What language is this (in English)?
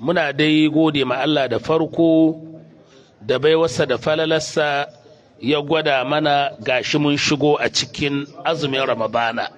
Hausa